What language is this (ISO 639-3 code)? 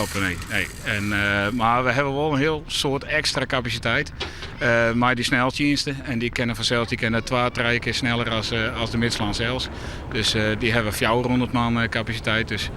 fry